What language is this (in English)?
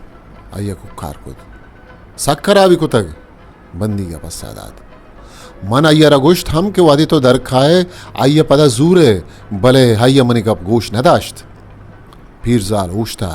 Baluchi